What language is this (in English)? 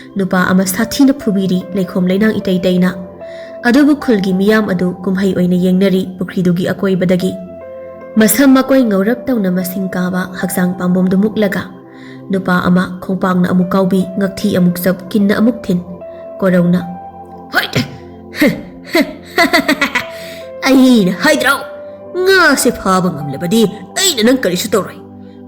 Manipuri